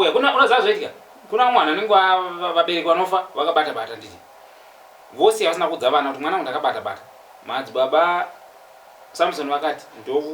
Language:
Shona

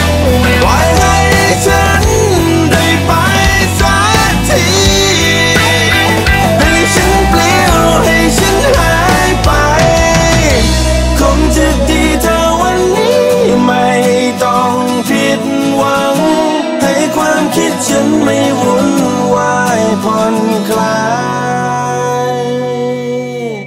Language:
Thai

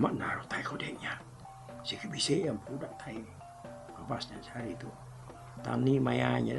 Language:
Iban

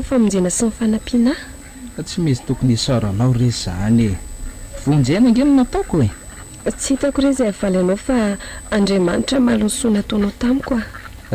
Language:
Malagasy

